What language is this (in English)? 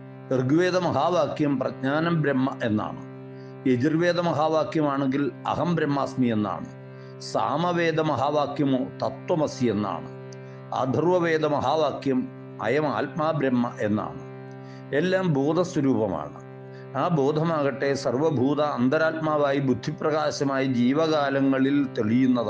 Malayalam